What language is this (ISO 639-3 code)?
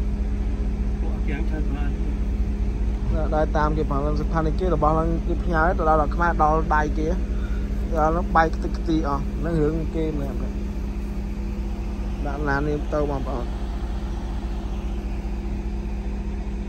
vie